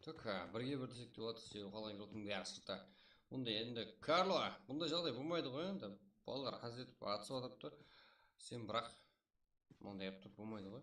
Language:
Kara-Kalpak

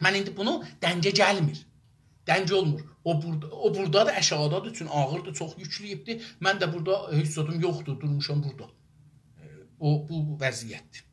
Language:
South Azerbaijani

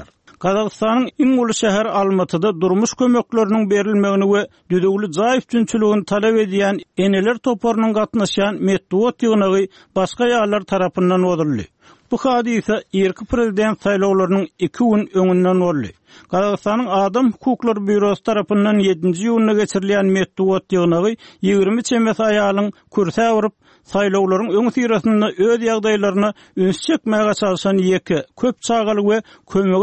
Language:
Turkmen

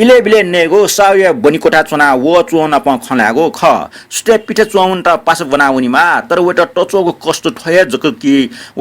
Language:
Newari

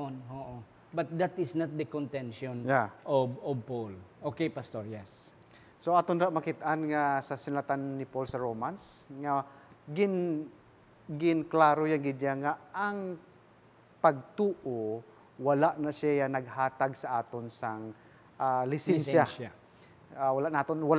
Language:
Hiligaynon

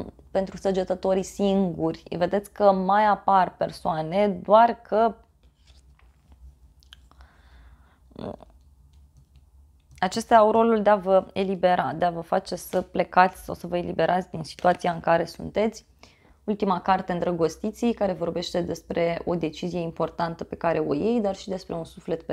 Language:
Romanian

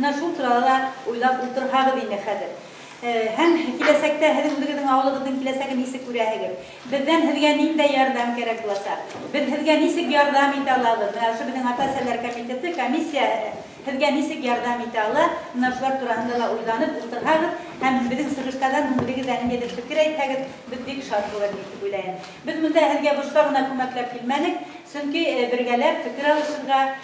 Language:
Bashkir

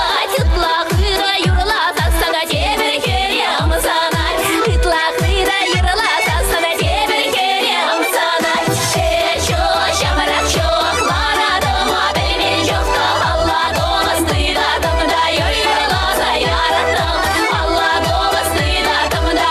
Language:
Chuvash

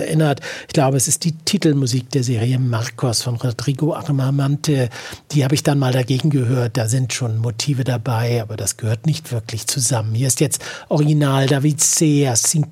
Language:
German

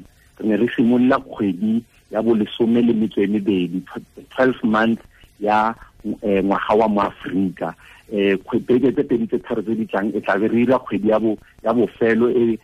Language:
Tswana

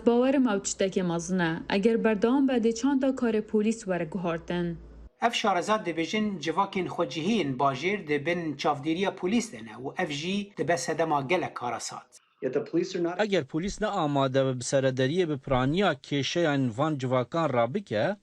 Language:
Kurdish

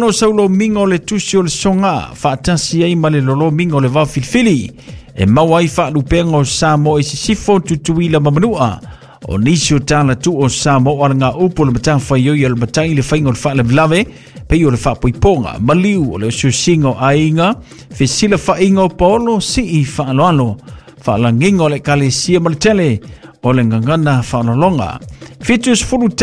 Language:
Samoan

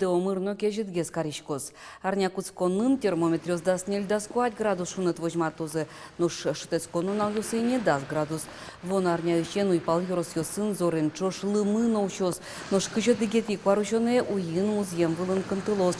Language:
Udmurt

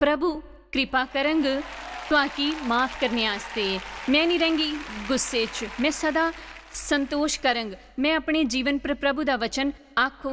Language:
Dogri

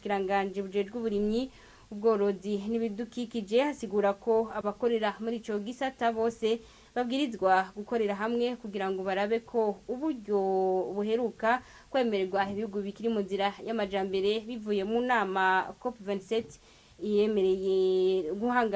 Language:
Rundi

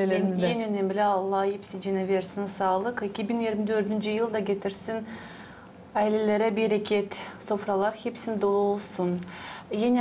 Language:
Gagauz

